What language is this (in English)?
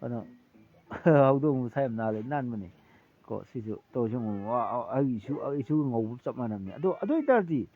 Manipuri